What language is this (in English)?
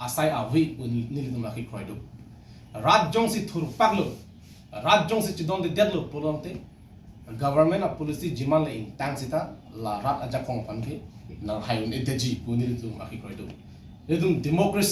Karbi